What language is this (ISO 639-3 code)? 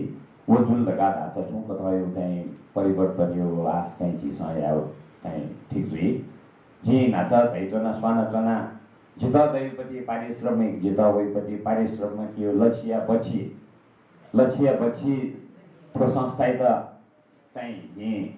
new